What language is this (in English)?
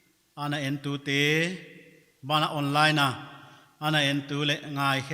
Paite Chin